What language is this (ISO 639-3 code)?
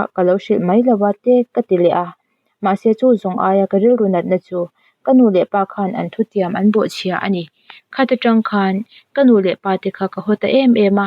lus